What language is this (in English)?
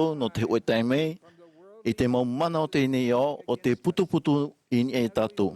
Tahitian